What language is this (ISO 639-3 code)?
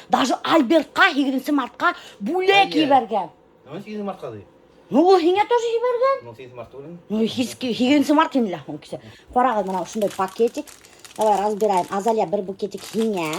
bak